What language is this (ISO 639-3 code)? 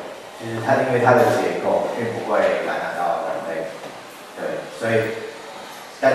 zho